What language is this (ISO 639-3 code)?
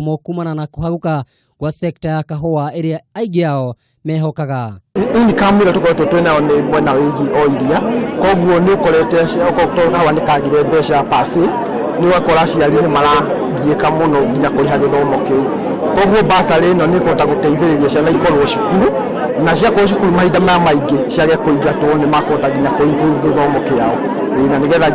kik